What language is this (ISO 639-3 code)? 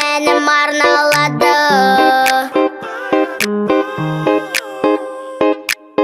kaz